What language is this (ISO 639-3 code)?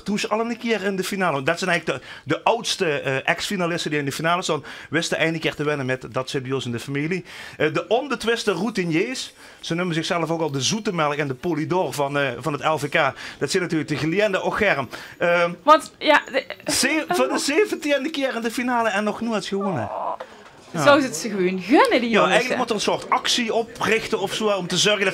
lim